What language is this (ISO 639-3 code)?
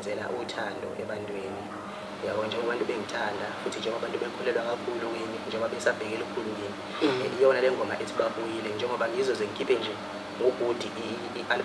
zul